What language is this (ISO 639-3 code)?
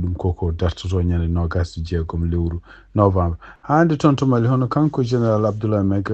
ful